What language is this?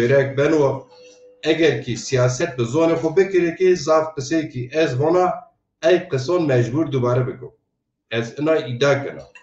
Zaza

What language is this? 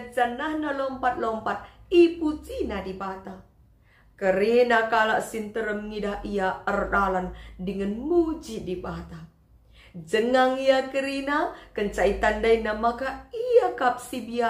Batak Karo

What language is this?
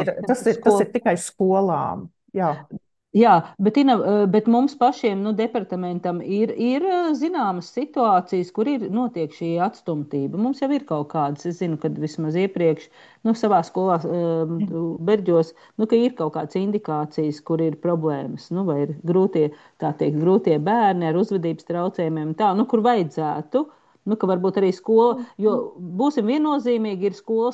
Latvian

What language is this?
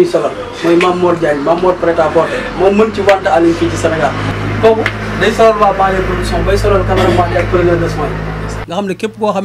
Wolof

